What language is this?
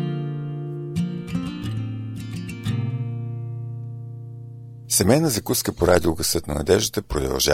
Bulgarian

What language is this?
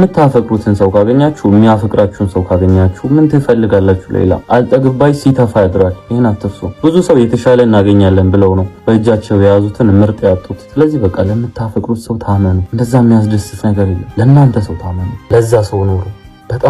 Amharic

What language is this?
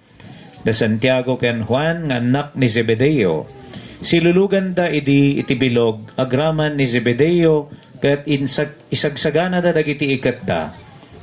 Iloko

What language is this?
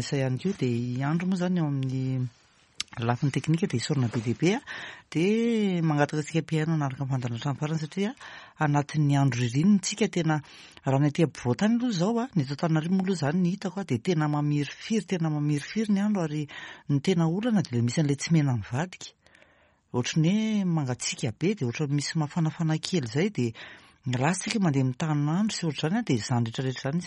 Malagasy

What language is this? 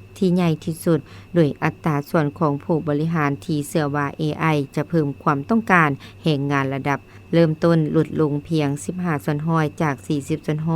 Lao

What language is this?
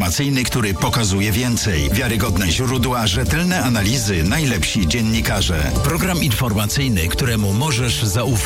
Polish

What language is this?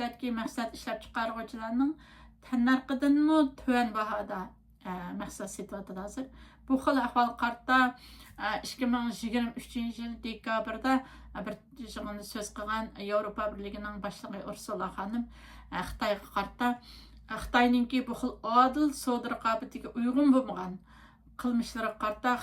Uyghur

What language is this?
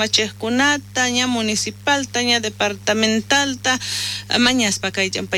South Bolivian Quechua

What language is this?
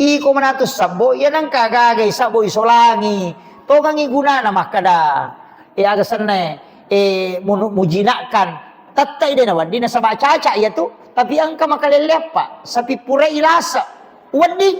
Buginese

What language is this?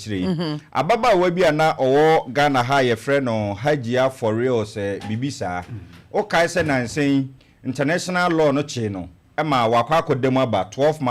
Akan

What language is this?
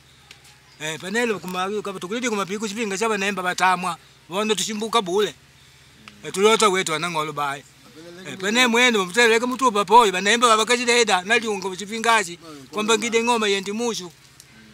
Makonde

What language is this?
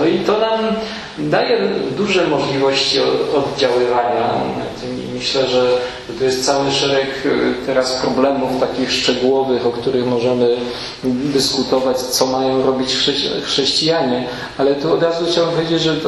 Polish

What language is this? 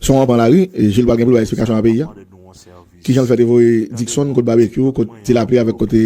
Haitian Creole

